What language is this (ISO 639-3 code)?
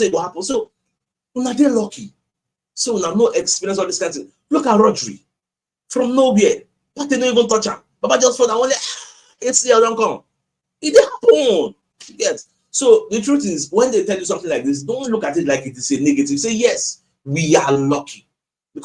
pcm